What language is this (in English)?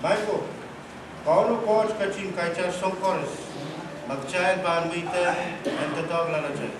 Pohnpeian